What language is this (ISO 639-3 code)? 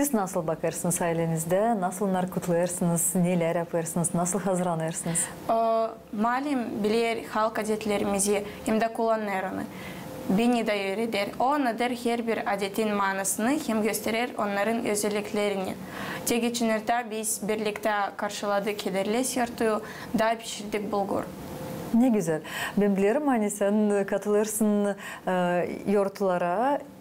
gag